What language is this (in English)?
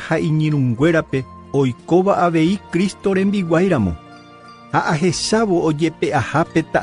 Guarani